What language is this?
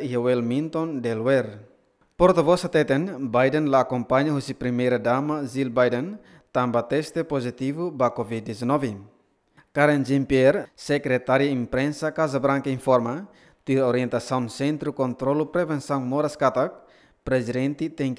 Tetum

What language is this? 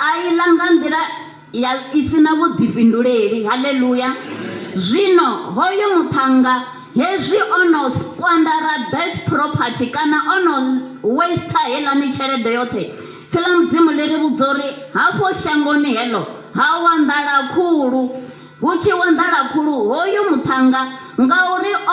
Venda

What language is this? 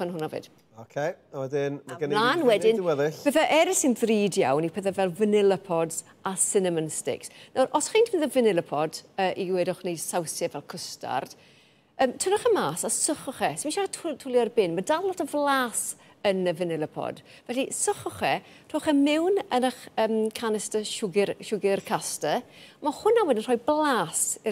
Welsh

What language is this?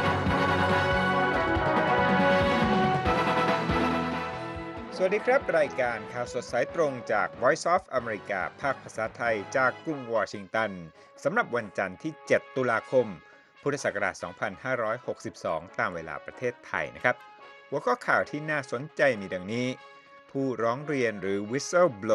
Thai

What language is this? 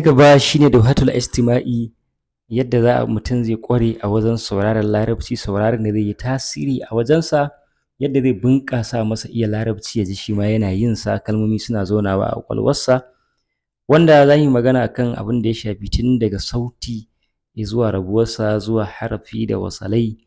Hausa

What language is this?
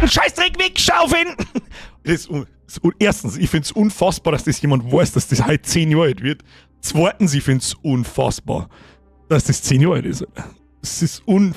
Bavarian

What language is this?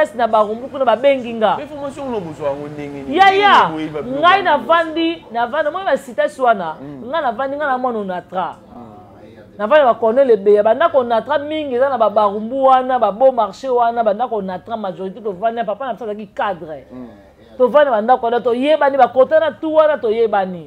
Lingala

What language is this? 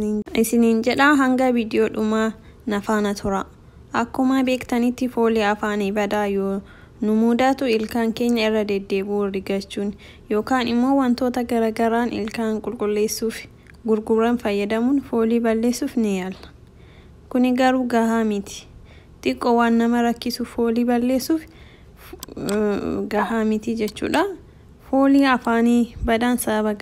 Oromo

